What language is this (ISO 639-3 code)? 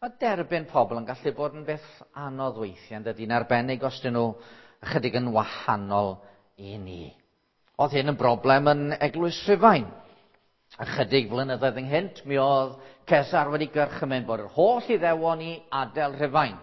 cym